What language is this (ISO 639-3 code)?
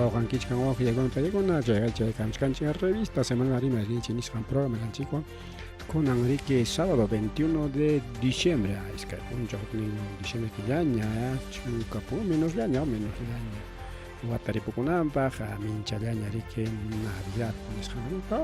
quy